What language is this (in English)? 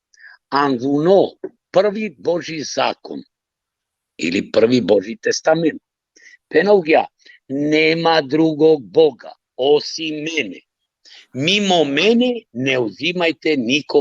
Balkan Romani